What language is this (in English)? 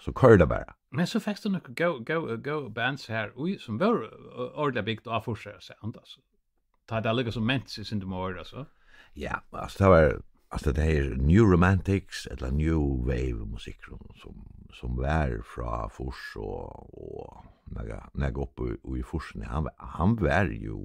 Faroese